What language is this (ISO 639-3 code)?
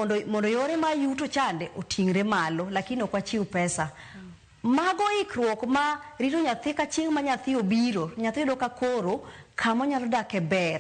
luo